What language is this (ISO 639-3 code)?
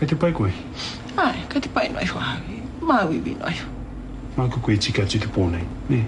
mri